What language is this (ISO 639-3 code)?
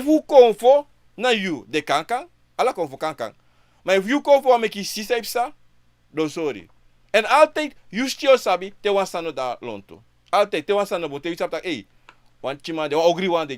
srn